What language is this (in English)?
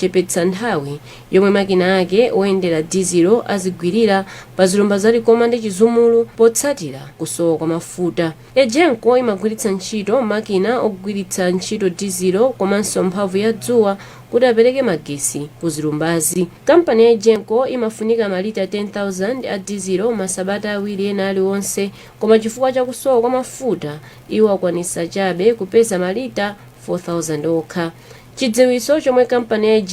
Nyanja